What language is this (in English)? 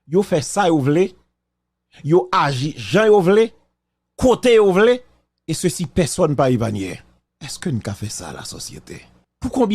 Haitian Creole